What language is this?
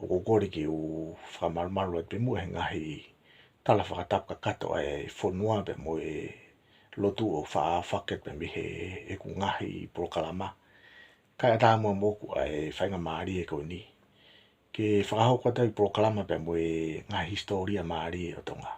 Tongan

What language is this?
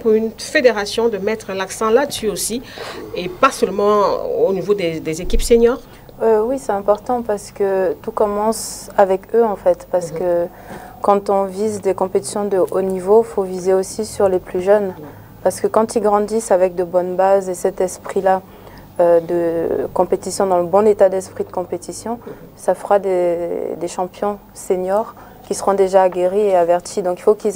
French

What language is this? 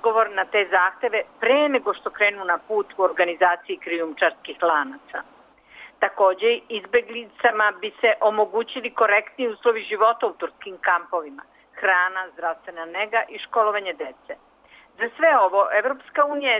Serbian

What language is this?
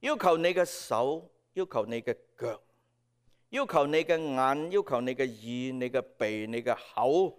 Cantonese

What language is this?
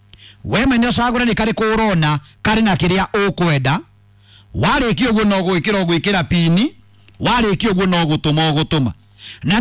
Kikuyu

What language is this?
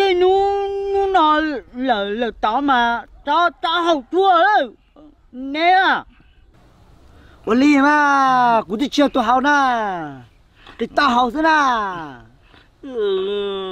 Vietnamese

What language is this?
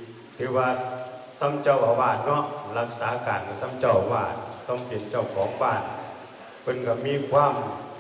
Northeastern Thai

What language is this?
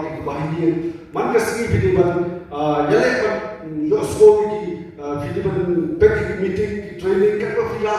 Khasi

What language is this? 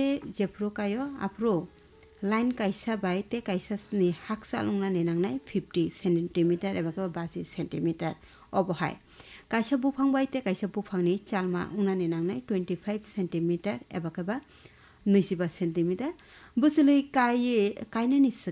Kok Borok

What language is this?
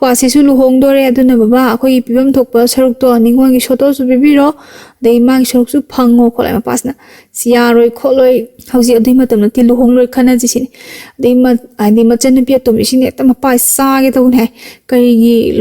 Manipuri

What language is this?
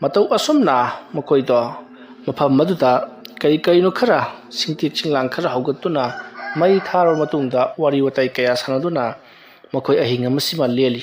Manipuri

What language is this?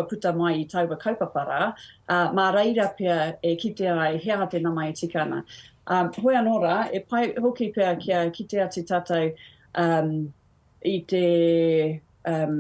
Māori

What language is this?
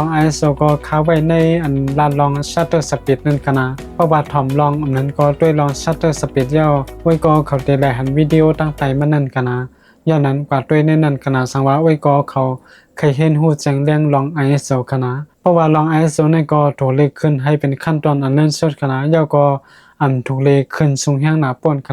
Shan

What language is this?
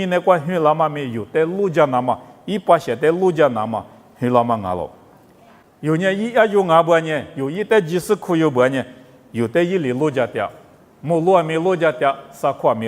Lisu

